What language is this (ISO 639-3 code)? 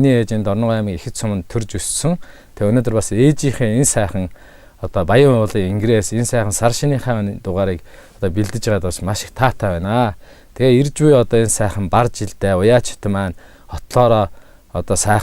mon